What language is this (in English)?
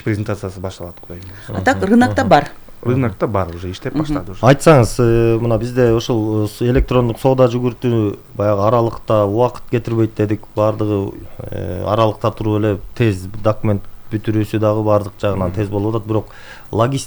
Kyrgyz